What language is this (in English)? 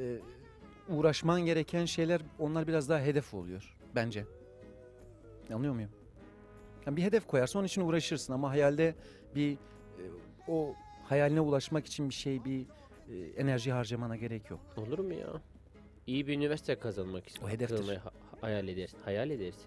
Turkish